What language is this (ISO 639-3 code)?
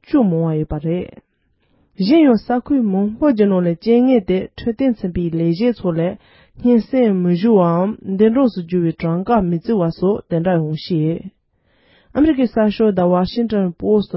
bod